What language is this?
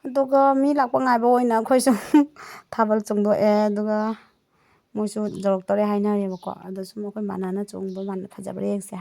Manipuri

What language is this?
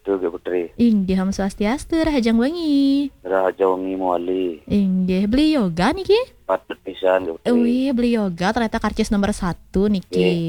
Balinese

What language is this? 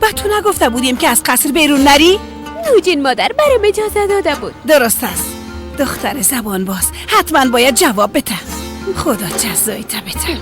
Persian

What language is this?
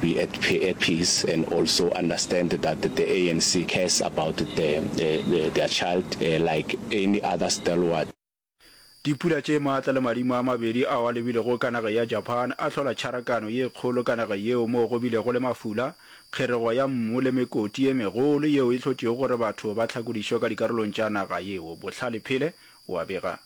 Northern Sotho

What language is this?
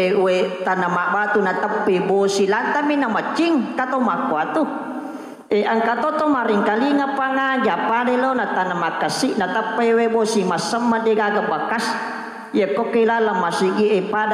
Buginese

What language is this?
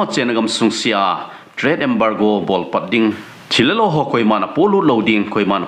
Thado Chin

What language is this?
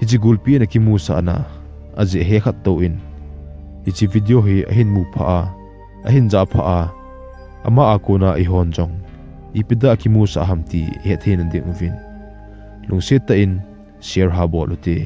Thado Chin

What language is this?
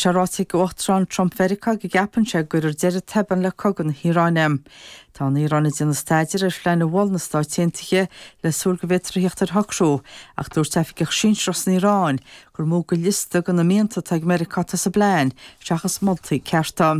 Irish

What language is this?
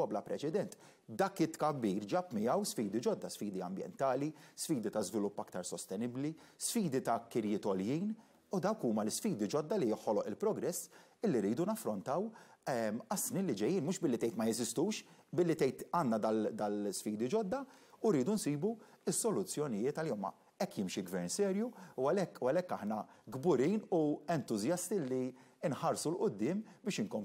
Maltese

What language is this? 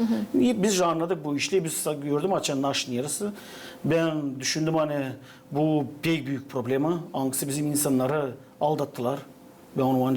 Gagauz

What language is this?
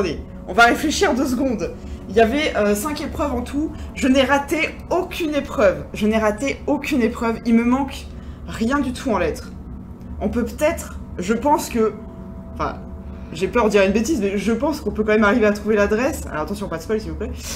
French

